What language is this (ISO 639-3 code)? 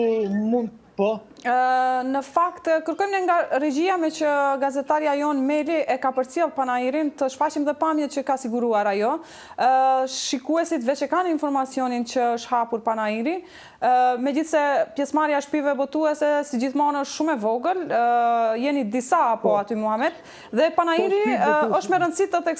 sqi